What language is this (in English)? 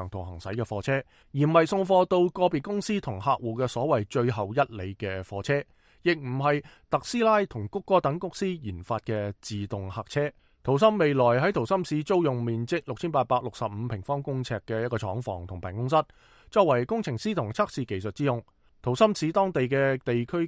Cantonese